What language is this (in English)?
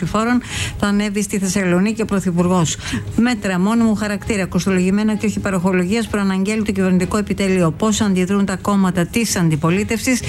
Greek